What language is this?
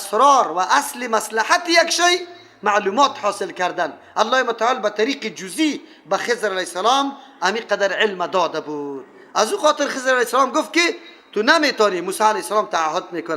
Persian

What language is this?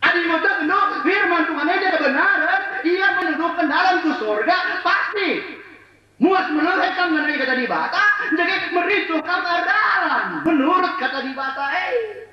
Batak Karo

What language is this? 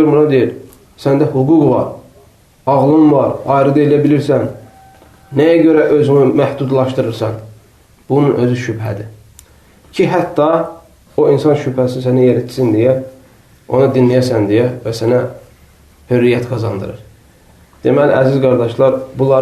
Azerbaijani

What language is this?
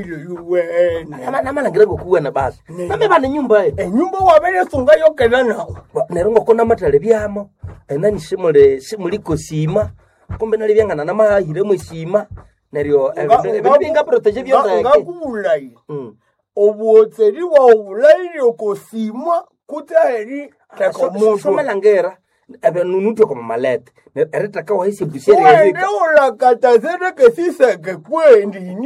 Nande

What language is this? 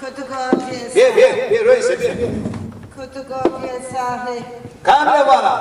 Zaza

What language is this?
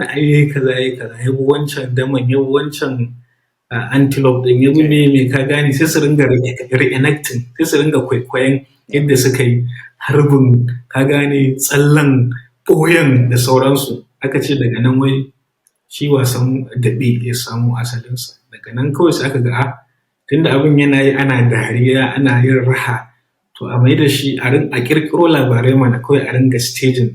Hausa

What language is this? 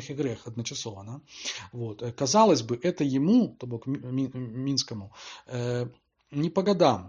Belarusian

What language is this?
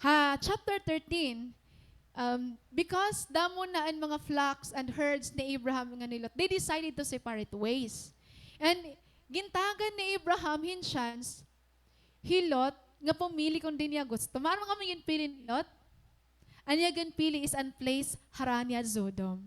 Waray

